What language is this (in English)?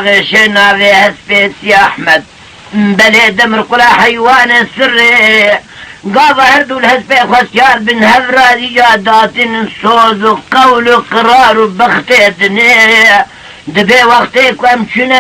Kurdish